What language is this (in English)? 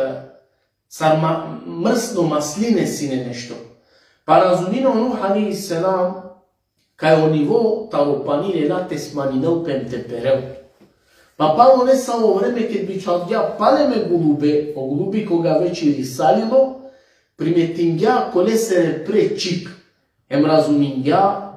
Balkan Romani